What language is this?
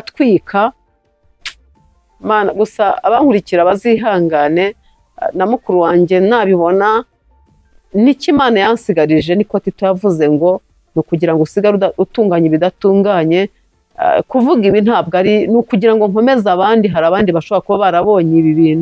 Kinyarwanda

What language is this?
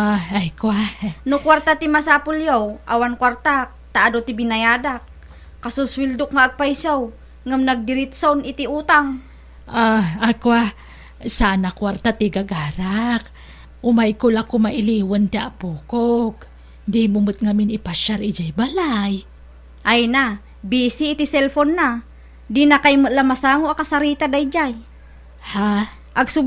Iloko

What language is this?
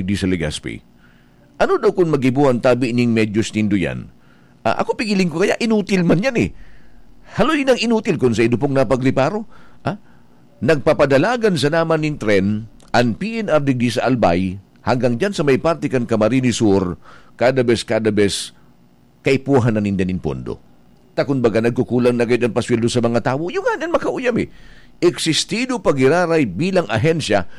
Bikol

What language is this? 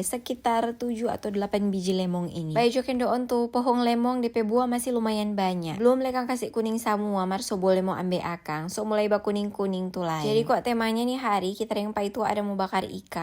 Manado Malay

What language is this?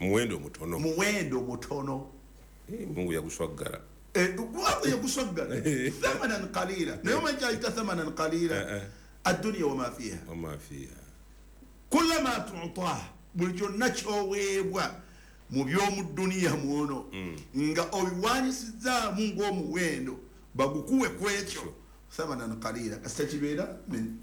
Ganda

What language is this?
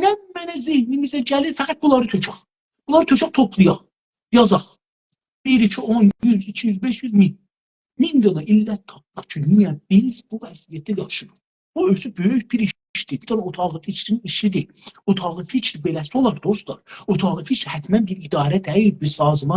South Azerbaijani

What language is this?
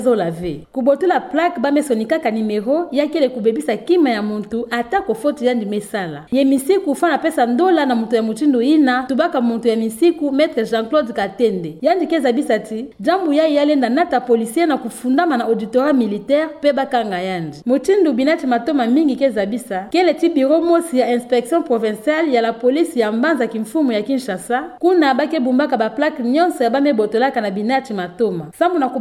Kituba (Democratic Republic of Congo)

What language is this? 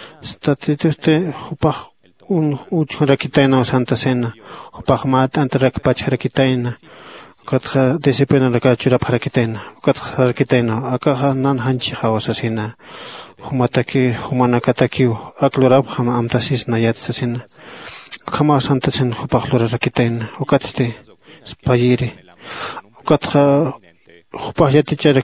Aymara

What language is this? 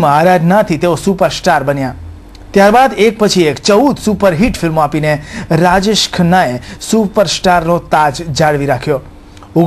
Gujarati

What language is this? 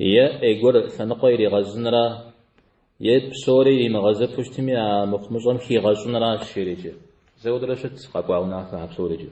Kabardian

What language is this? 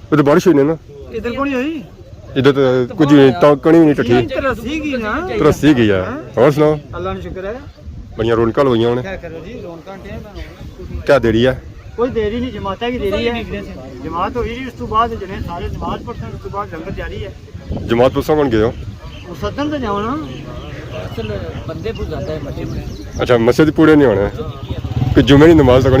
Pahari-Potwari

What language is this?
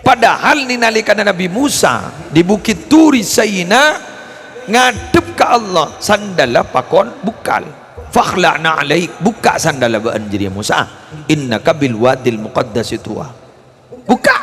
Madurese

